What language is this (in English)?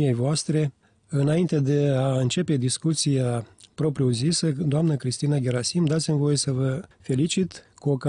Romanian